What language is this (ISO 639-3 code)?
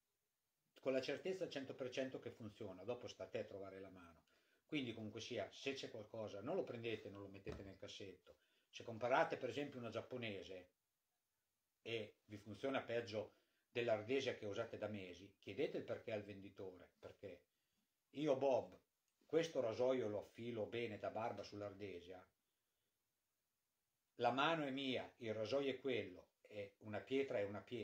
ita